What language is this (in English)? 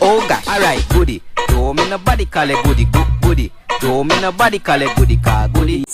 Jamaican Creole English